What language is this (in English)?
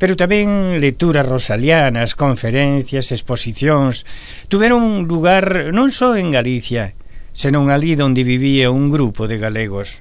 Galician